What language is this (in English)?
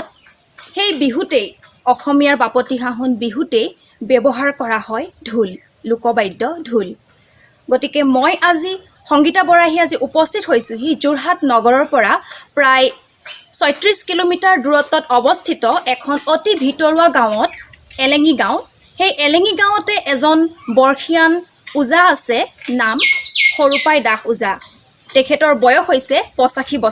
Assamese